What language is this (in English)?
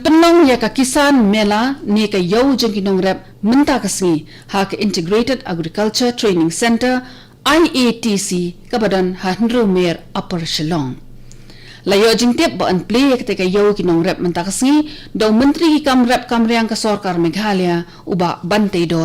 Khasi